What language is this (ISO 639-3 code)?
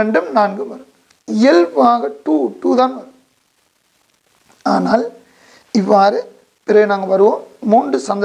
tam